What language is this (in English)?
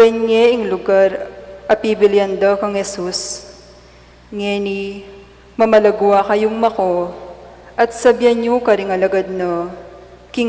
Pampanga